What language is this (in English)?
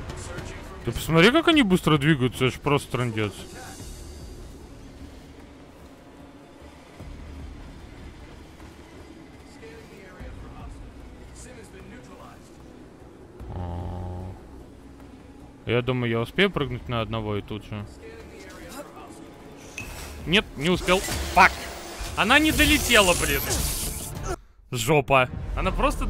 Russian